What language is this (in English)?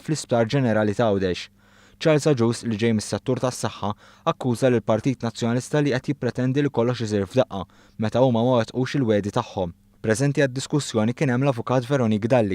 Maltese